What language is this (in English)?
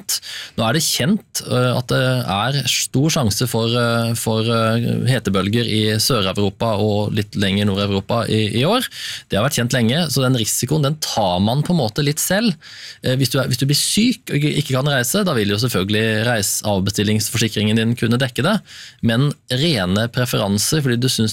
Norwegian